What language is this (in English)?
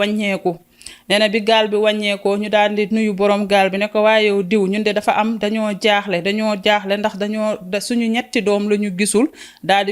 Wolof